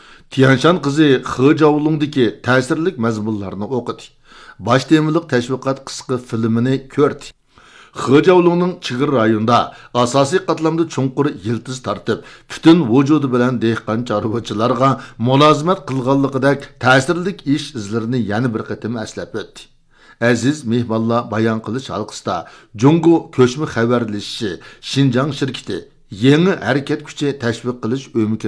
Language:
Uyghur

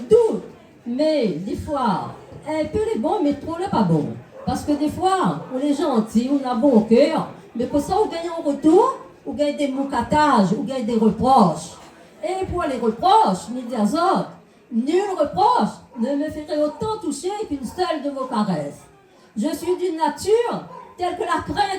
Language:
Réunion Creole French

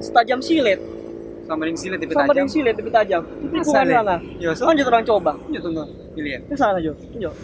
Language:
Manado Malay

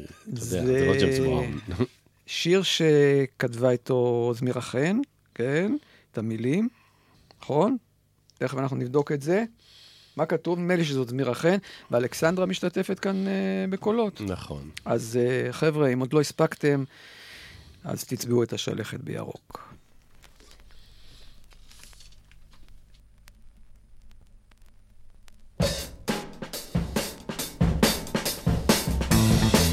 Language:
Hebrew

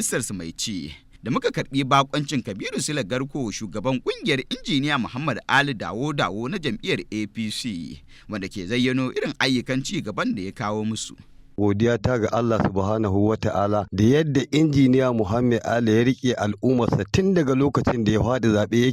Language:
Hausa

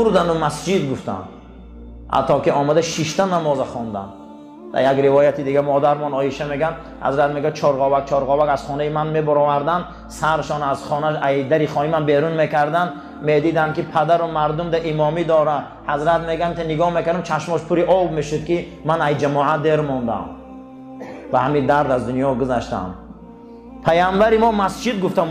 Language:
Tajik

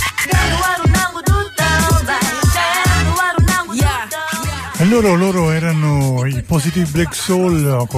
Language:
Italian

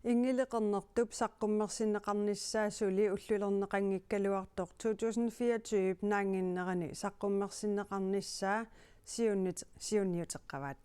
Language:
Kalaallisut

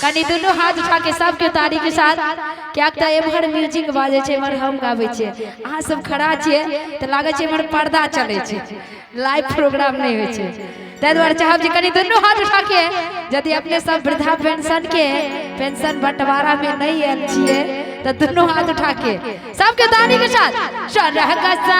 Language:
Maithili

